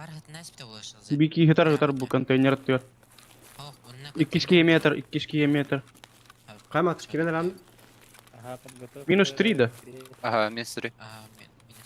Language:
Yakut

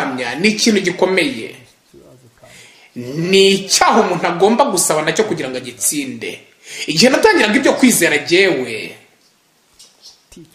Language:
Kinyarwanda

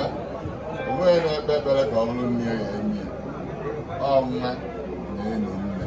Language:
Igbo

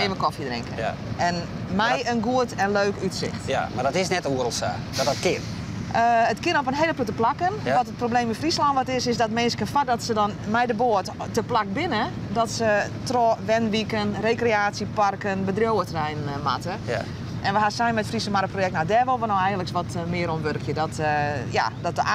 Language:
Western Frisian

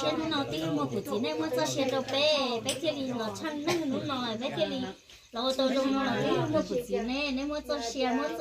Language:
Hmong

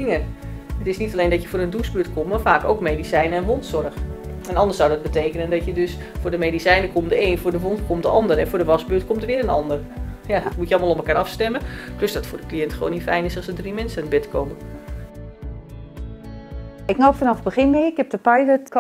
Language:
Dutch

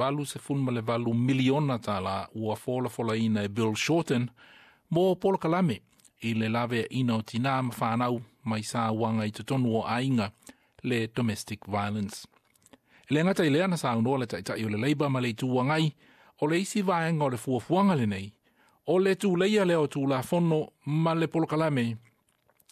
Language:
Samoan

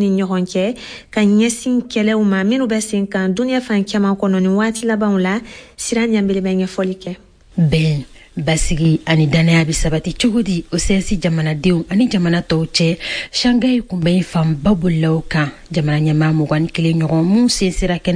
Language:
Bambara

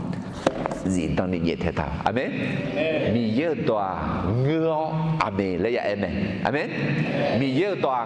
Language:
Akha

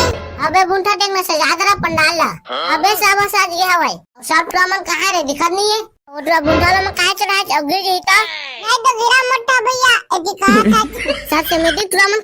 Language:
Chhattisgarhi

